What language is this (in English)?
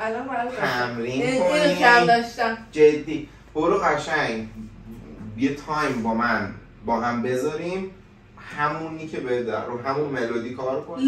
Persian